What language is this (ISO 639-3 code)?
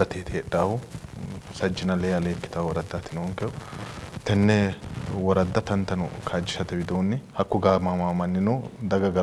sid